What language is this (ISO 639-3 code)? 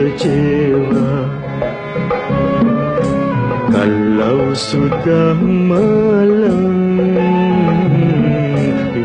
msa